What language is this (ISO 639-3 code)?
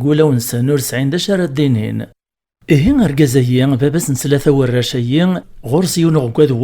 kab